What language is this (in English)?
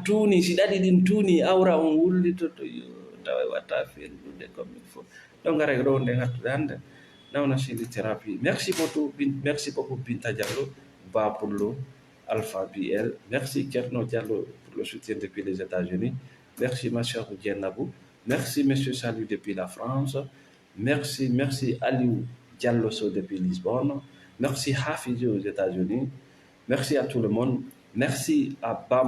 Fula